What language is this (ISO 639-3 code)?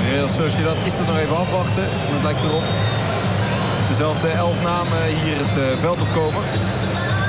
nld